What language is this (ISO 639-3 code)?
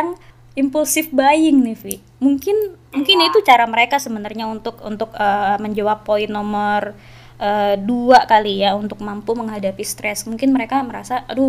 ind